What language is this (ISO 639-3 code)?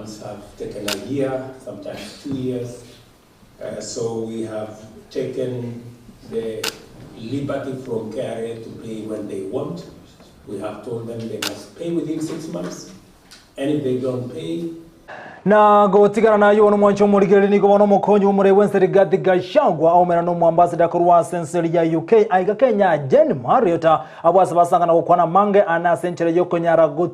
guz